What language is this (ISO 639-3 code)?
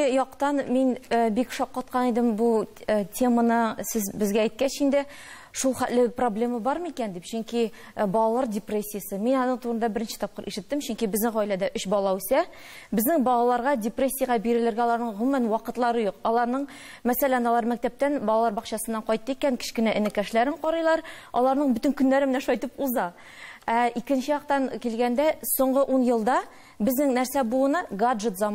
tat